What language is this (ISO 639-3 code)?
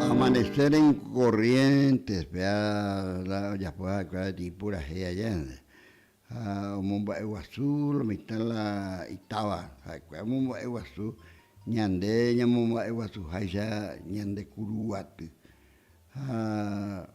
grn